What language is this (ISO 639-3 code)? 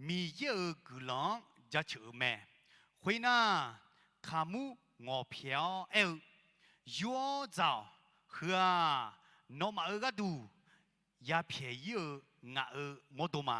ahk